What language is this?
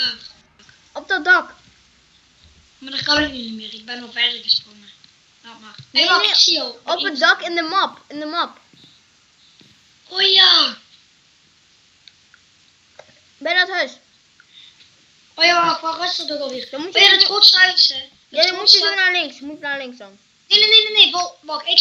Dutch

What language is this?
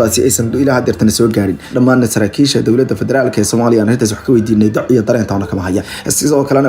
Somali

